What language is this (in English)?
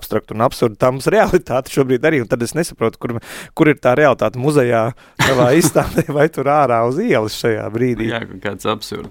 Latvian